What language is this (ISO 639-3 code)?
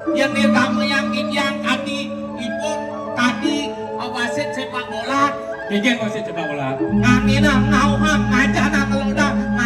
ban